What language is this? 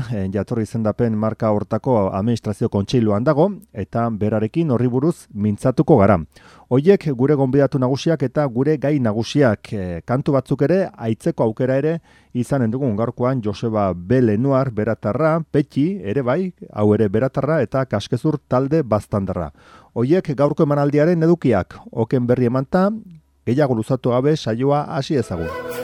Basque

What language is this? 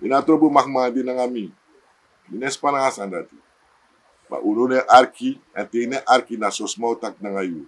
Sranan Tongo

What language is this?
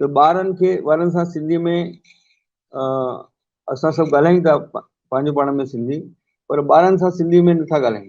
Sindhi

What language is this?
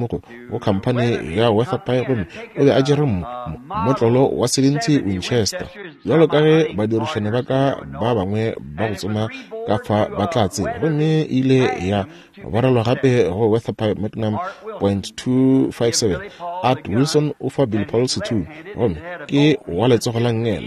Northern Sotho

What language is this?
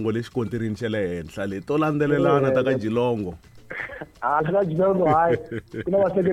Tsonga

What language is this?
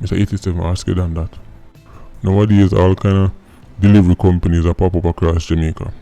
Jamaican Creole English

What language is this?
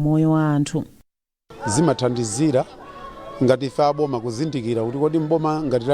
Nyanja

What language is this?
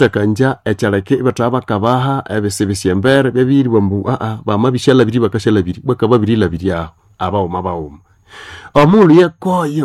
Nande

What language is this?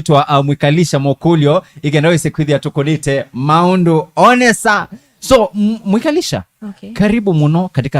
Kamba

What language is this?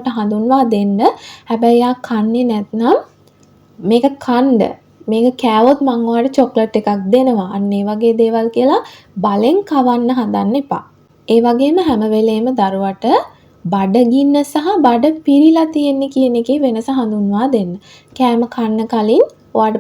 Sinhala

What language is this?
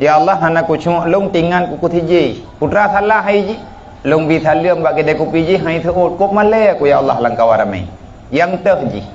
Achinese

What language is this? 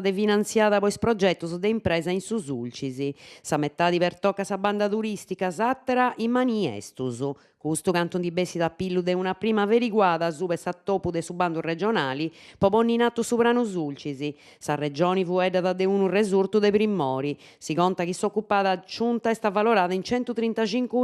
Sardinian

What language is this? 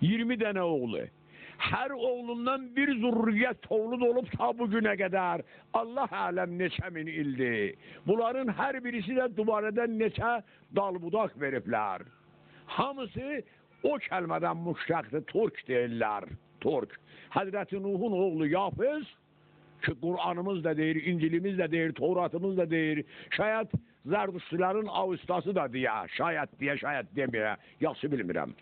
South Azerbaijani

